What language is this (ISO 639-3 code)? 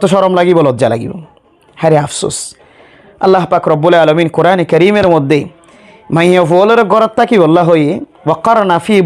rhg